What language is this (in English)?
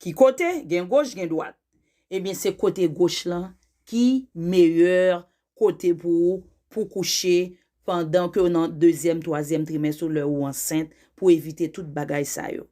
Haitian Creole